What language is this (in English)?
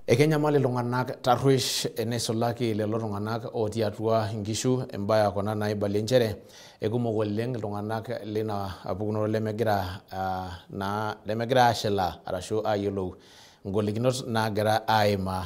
Masai